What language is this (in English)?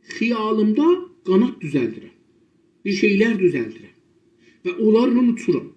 South Azerbaijani